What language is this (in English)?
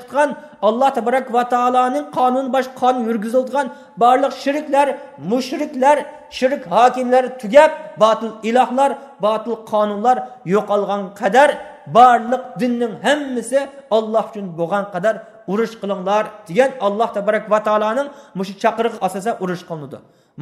Uyghur